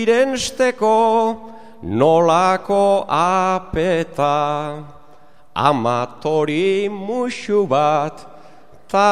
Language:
Basque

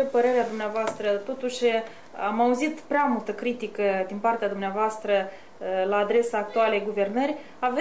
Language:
Romanian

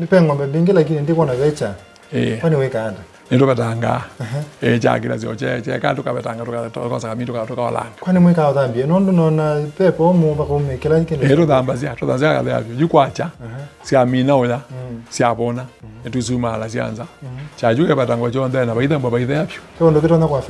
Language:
Kamba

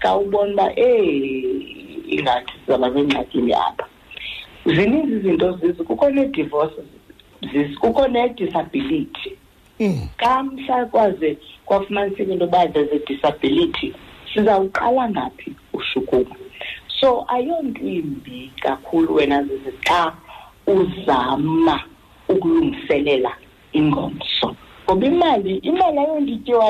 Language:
Xhosa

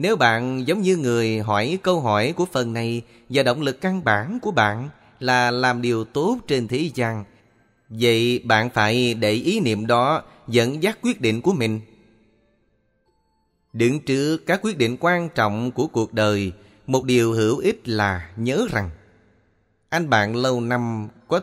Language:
Vietnamese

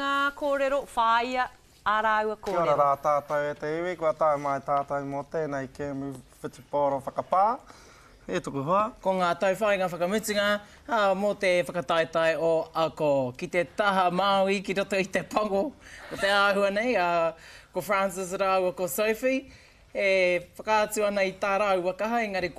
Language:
Māori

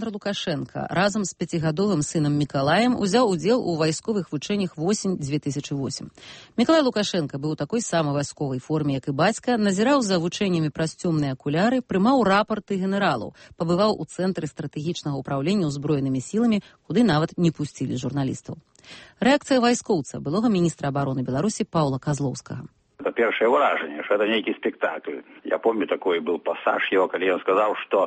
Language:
Belarusian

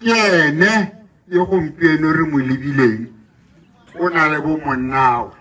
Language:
Tswana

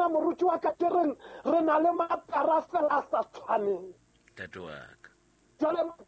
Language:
Southern Sotho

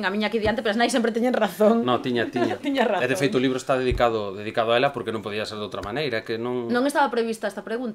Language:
Galician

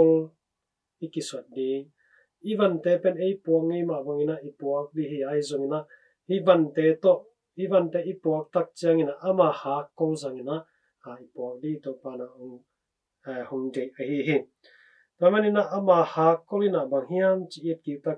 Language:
Tedim Chin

